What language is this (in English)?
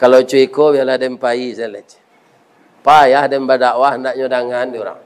Minangkabau